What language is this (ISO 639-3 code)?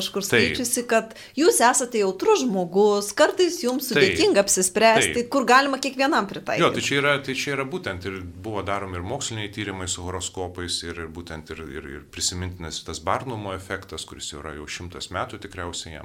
lit